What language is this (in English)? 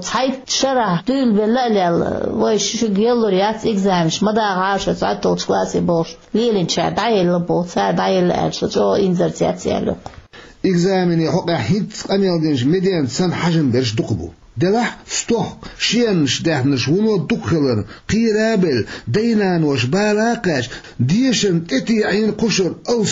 Chechen